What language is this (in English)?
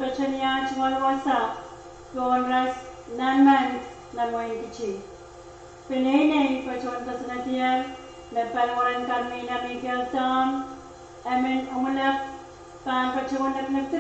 Pohnpeian